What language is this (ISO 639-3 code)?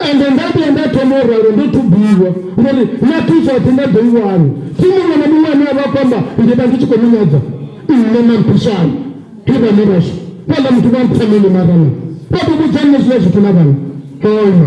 ven